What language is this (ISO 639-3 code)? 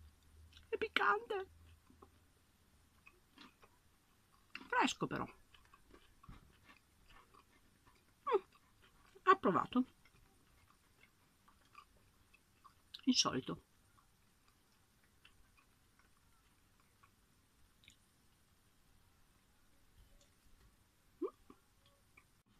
ita